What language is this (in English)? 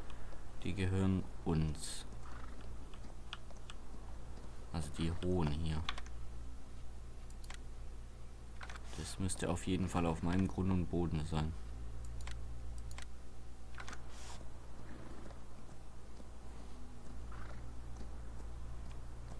German